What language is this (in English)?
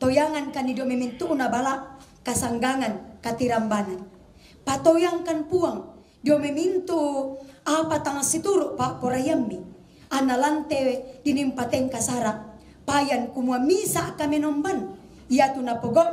Toraja-Sa'dan